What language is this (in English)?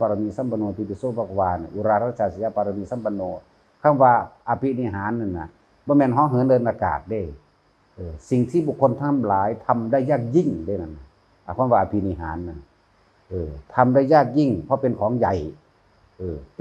Northeastern Thai